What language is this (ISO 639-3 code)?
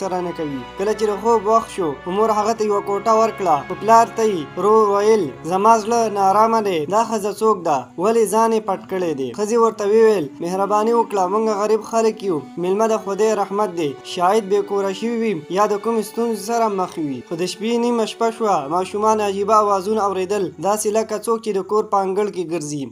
pus